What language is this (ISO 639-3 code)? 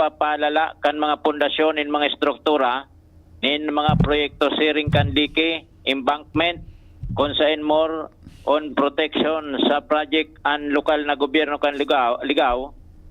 bik